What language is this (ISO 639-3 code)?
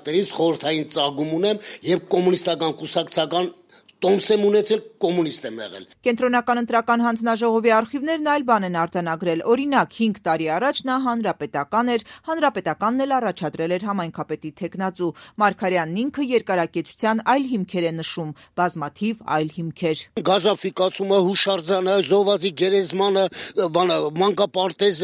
hye